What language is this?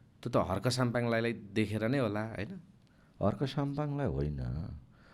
Nepali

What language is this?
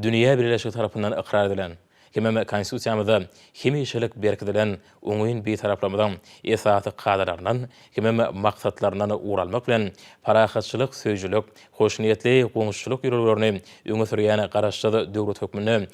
Turkmen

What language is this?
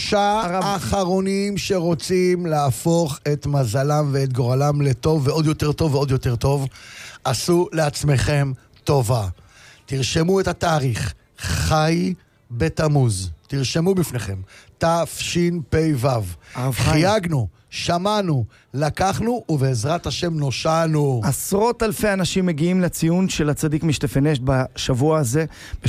Hebrew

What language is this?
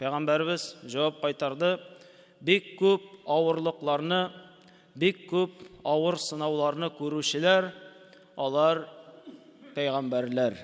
Tatar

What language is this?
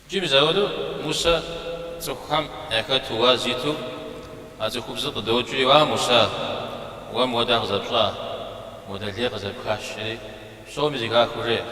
Kabardian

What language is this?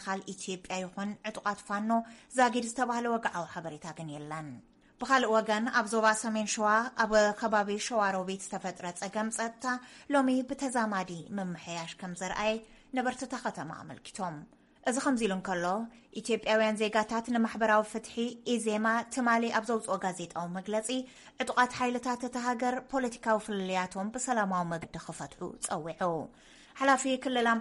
Tigrinya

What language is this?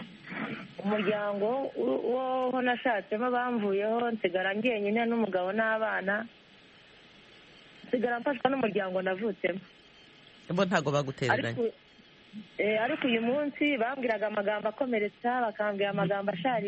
Kinyarwanda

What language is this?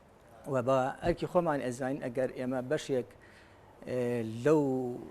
Central Kurdish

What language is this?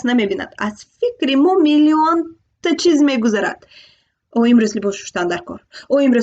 Tajik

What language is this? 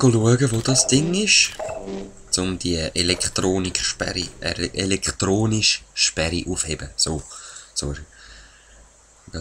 Swiss German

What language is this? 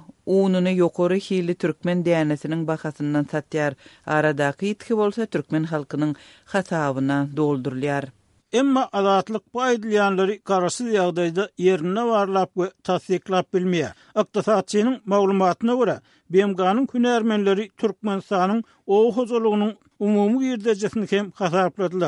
Turkmen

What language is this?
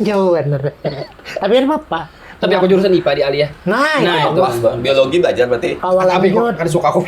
Banjar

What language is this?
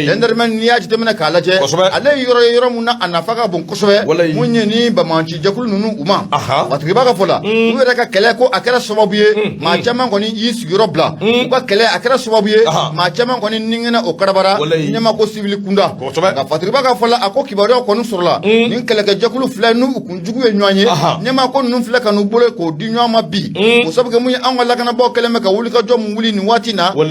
Bambara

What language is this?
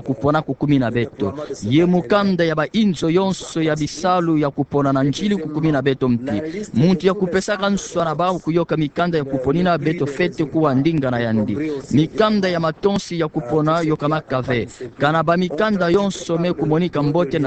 Kituba (Democratic Republic of Congo)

